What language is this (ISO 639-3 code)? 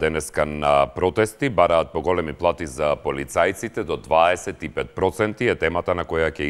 mkd